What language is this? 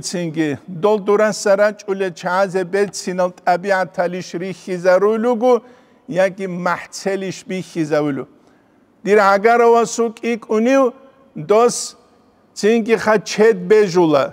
Avaric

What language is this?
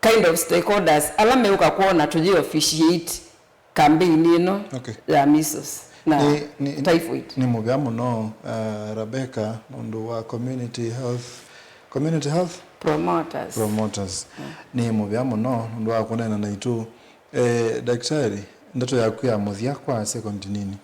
Kamba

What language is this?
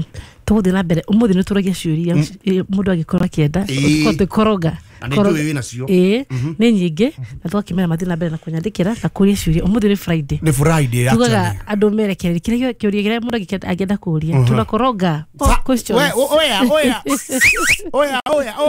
Kikuyu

